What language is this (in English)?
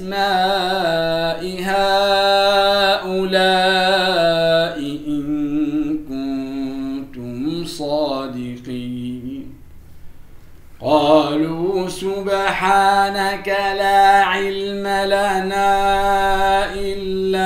Arabic